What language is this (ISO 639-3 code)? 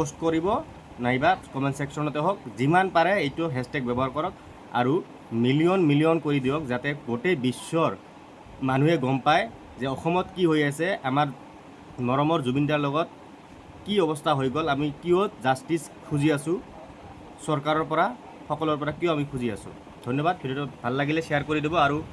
asm